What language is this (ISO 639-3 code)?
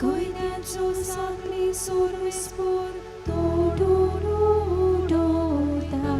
kok